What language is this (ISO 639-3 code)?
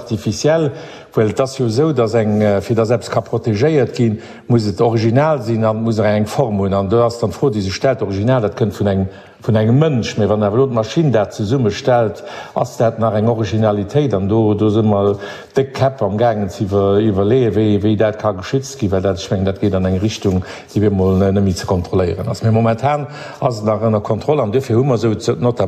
ltz